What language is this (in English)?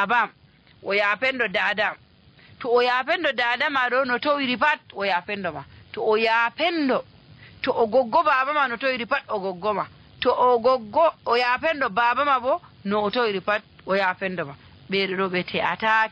Nigerian Fulfulde